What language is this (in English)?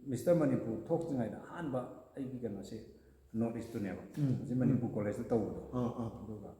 Manipuri